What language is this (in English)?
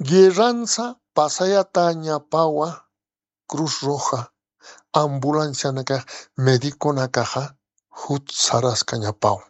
Aymara